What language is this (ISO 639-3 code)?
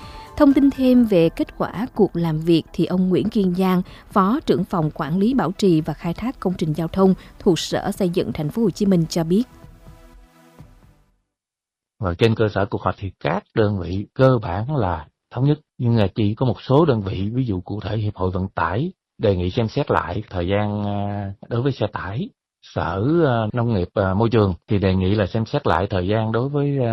vie